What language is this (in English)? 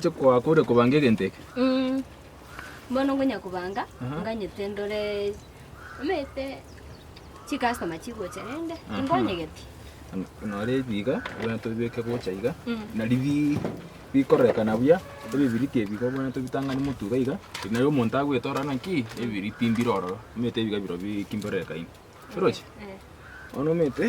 Gusii